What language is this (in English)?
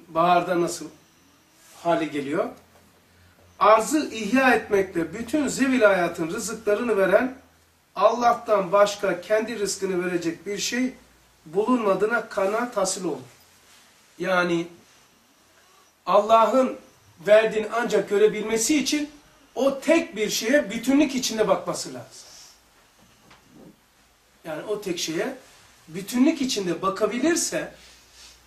Turkish